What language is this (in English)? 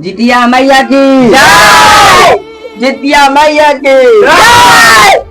Magahi